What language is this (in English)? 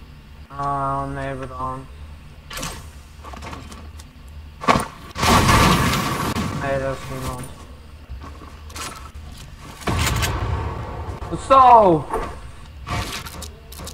Dutch